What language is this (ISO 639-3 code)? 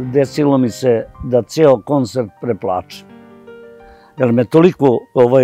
srp